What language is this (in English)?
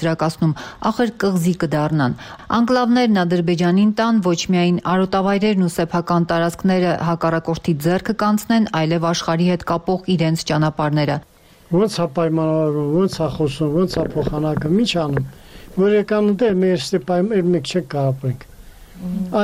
Armenian